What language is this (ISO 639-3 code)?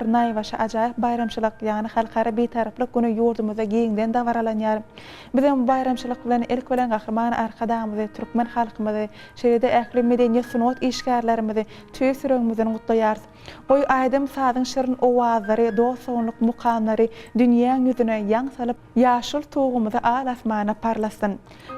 tuk